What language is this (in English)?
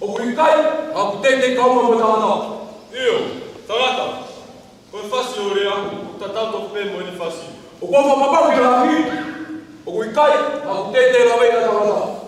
Tongan